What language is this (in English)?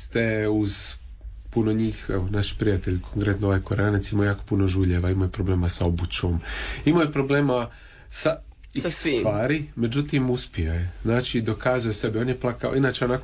Croatian